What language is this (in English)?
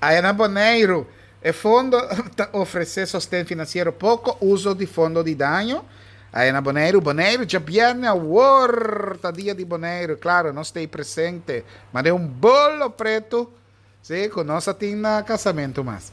Papiamento